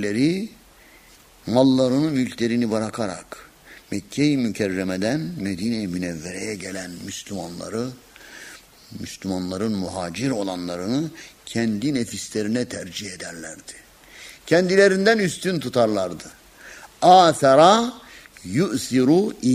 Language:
Turkish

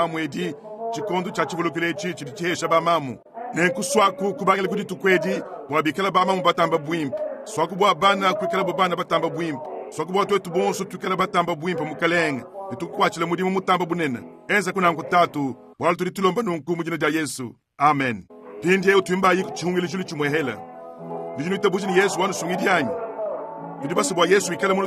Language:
Luba-Lulua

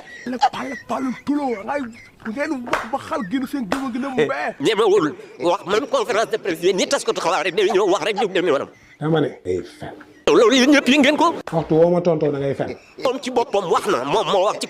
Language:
Wolof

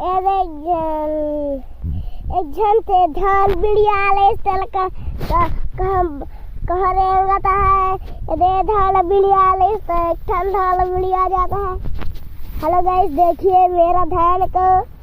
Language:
Chhattisgarhi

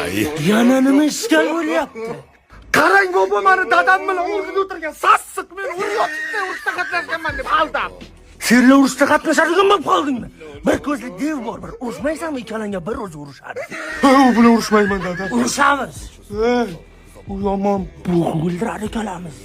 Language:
Uzbek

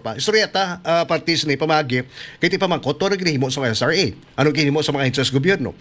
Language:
Hiligaynon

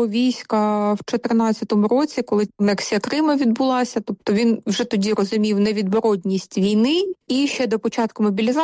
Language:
Ukrainian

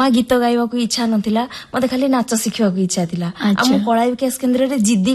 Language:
Odia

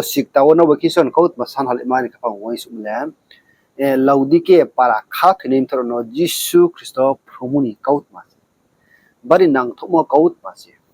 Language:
Riang (India)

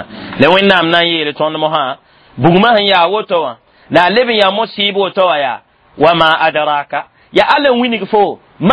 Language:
Mossi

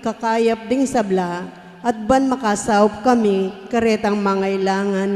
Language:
Pampanga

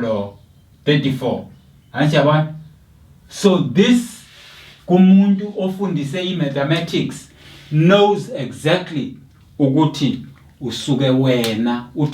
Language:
Zulu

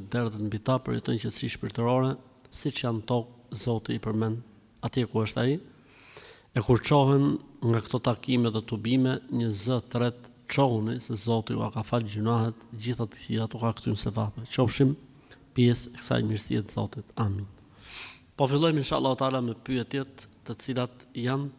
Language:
Albanian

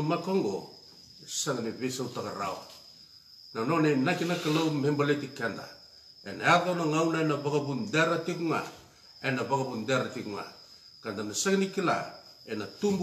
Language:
Fijian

